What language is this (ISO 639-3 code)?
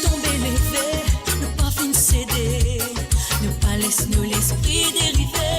mfe